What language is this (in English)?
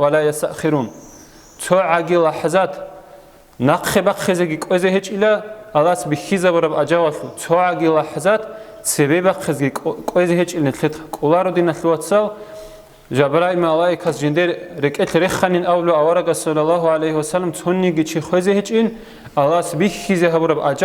Avaric